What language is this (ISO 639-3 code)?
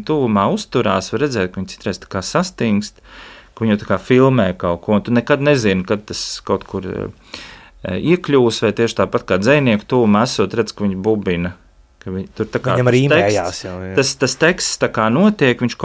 lav